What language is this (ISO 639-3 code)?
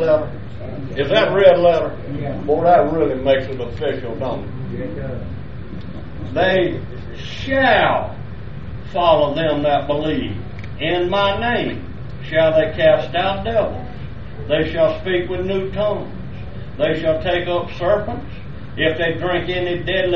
eng